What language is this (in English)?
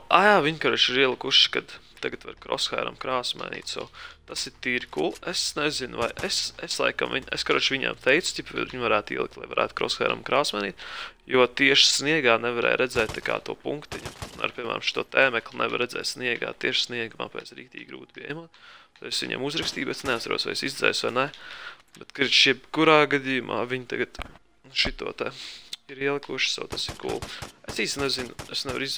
Latvian